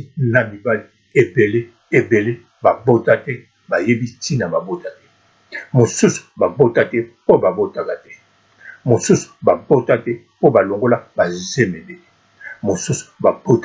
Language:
Lingala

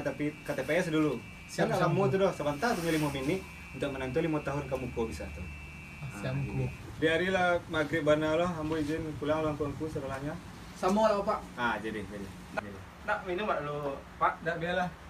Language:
Minangkabau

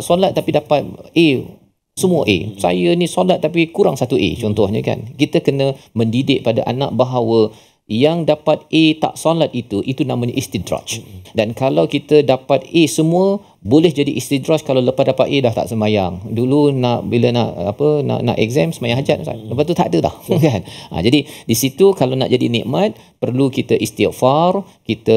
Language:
Malay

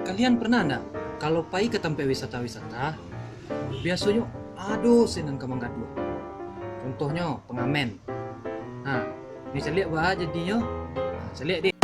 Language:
Minangkabau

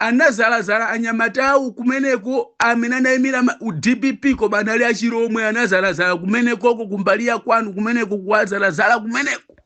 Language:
Nyanja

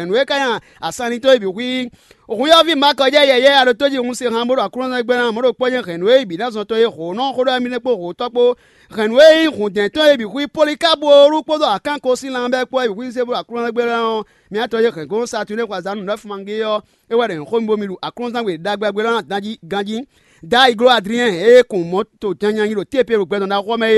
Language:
Fon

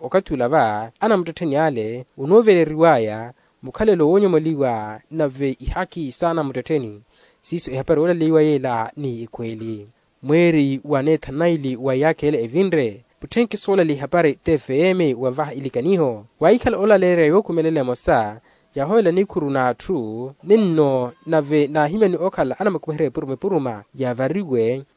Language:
Makhuwa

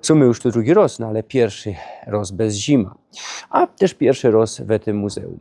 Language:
Silesian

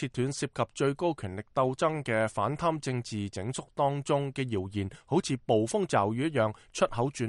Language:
Cantonese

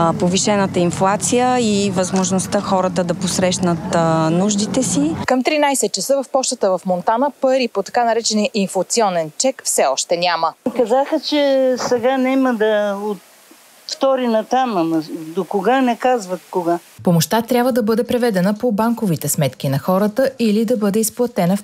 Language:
Bulgarian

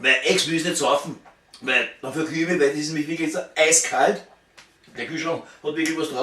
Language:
Bavarian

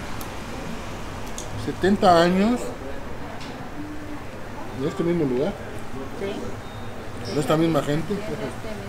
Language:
Spanish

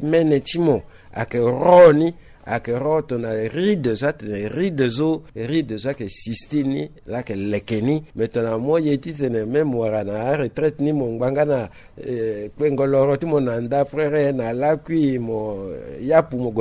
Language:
Sango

